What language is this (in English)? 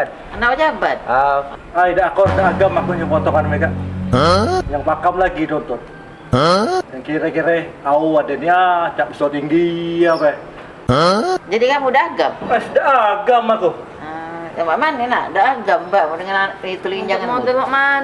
Musi